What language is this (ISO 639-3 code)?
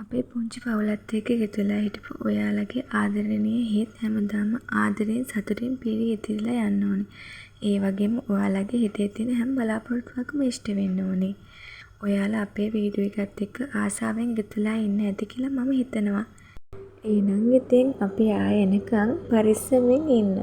sin